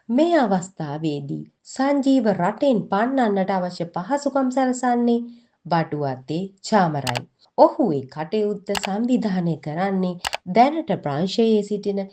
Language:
Sinhala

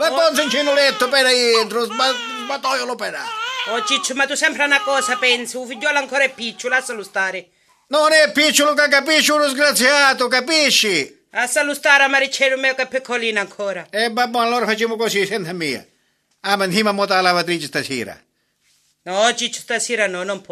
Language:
Sicilian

